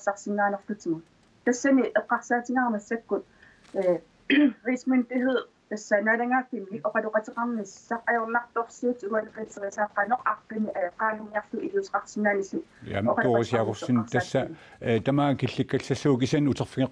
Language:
Kalaallisut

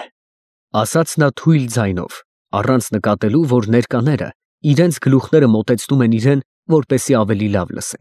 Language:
Armenian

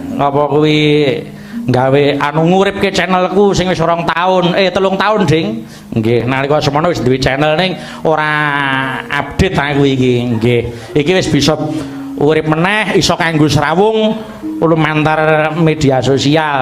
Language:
Javanese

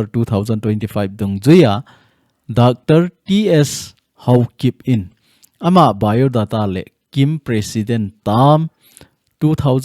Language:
Thado Chin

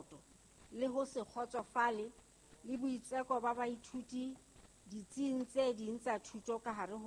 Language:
Southern Sotho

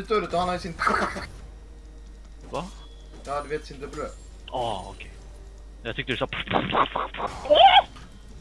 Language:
Swedish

